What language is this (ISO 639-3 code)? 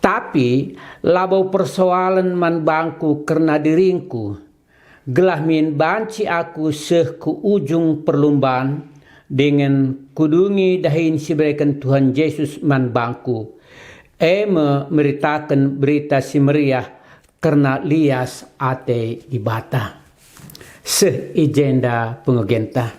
btx